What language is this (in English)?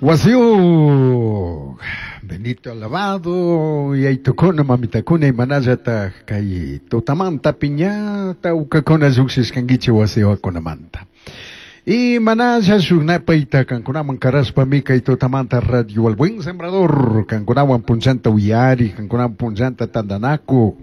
Chimborazo Highland Quichua